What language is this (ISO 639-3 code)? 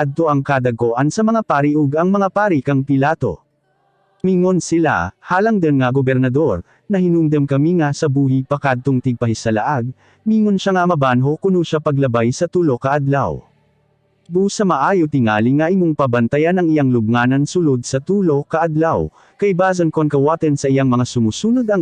ceb